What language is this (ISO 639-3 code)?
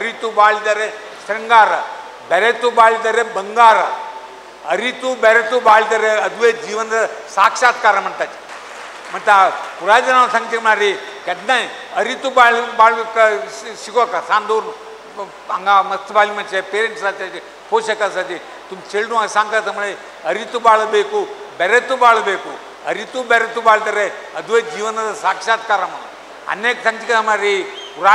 kok